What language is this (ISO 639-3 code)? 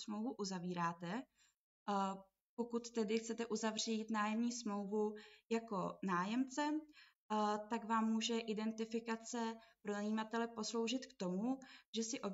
ces